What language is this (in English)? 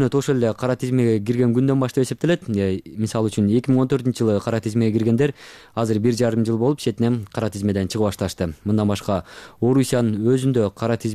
Kyrgyz